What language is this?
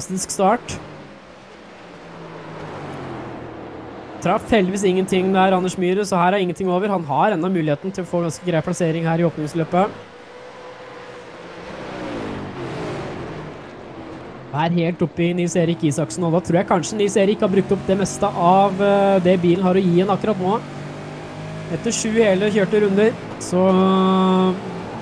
Norwegian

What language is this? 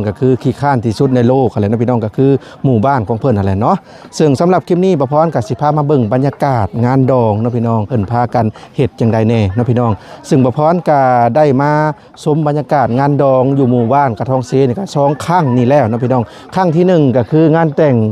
Lao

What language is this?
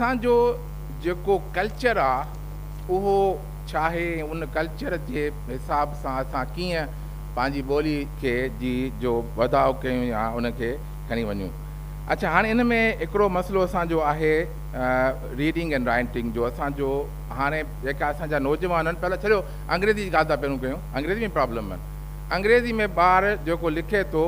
Sindhi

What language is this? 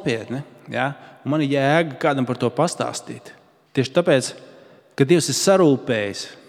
Latvian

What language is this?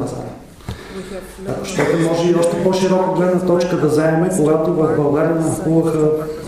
Bulgarian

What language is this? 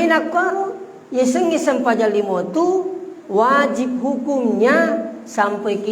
Buginese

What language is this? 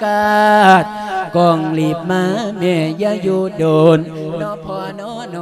Lao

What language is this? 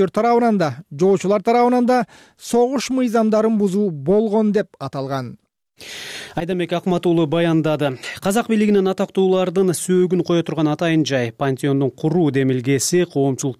Kyrgyz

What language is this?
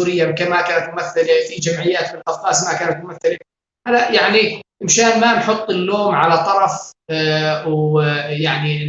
North Levantine Arabic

